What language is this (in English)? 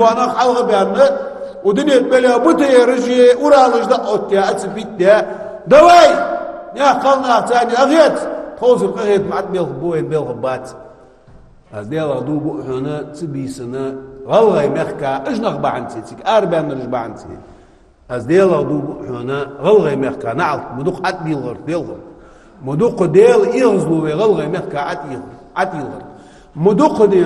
Ingush